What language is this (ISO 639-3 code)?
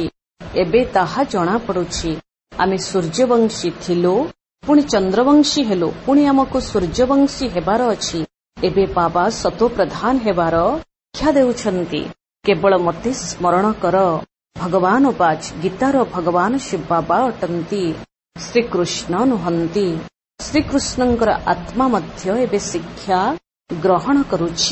ori